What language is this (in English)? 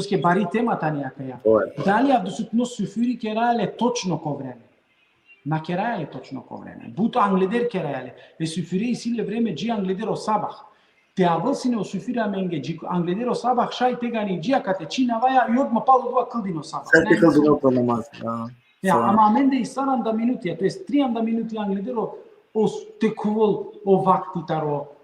Balkan Romani